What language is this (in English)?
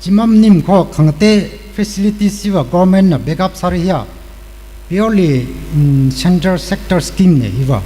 Tangkhul Naga (India)